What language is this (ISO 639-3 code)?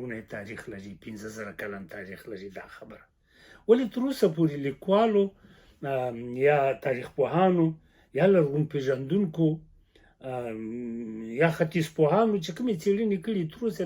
pus